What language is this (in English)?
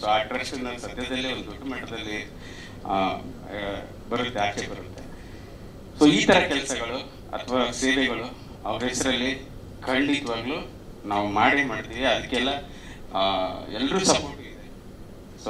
Kannada